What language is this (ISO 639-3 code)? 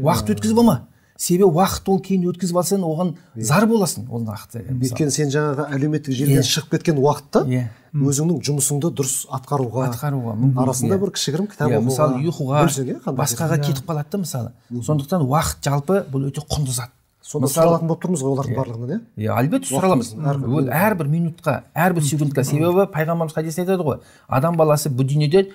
kaz